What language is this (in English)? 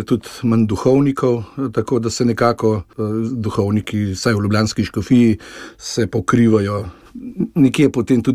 Slovenian